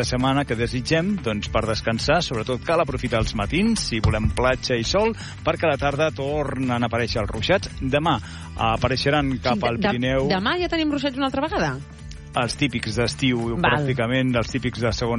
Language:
Catalan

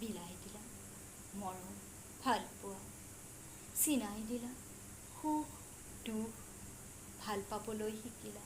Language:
Assamese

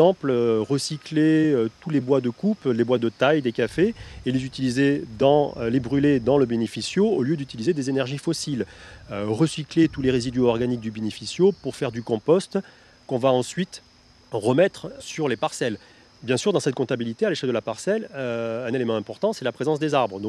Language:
French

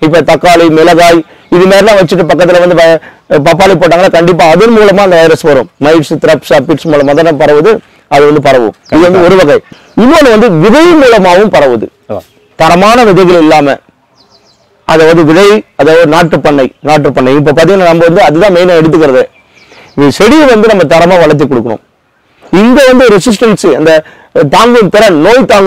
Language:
Tamil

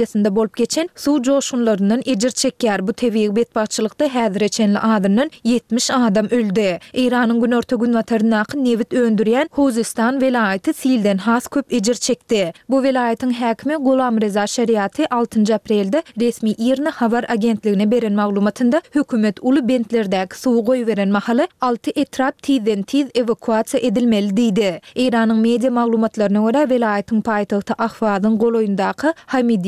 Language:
Turkmen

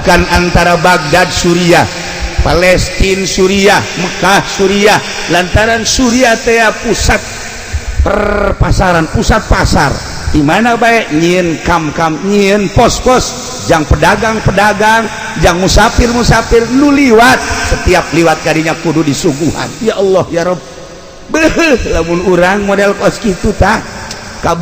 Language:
Sundanese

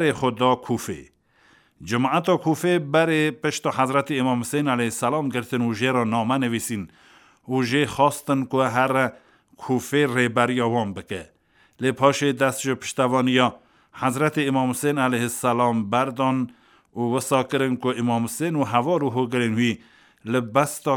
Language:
Kurdish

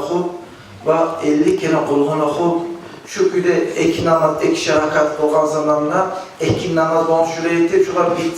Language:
Kumyk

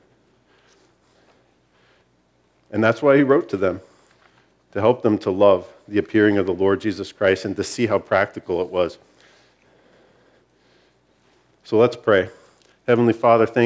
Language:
English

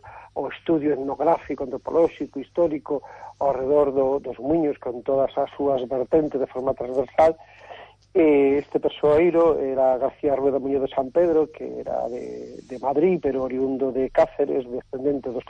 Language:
Galician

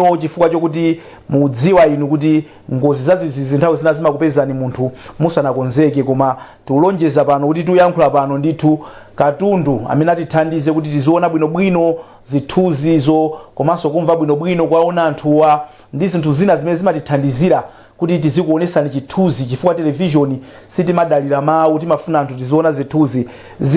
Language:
Nyanja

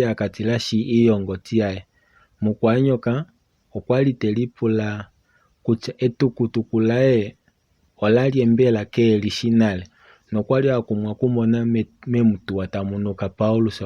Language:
Kuanyama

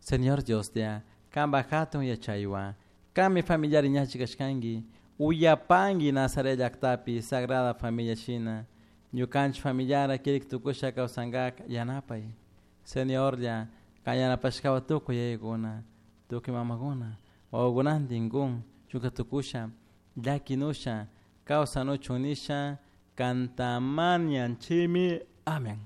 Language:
Chimborazo Highland Quichua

